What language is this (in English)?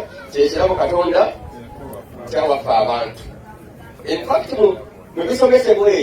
Ganda